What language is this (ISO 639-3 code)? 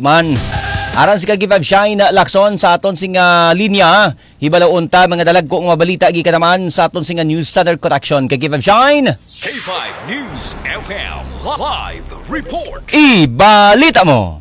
hil